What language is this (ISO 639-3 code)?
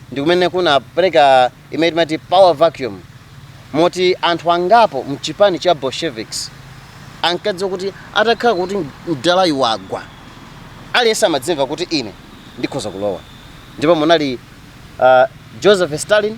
nya